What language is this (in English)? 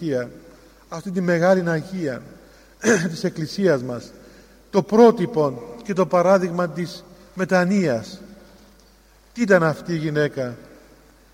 Greek